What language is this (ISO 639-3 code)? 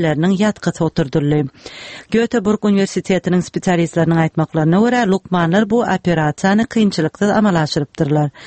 tuk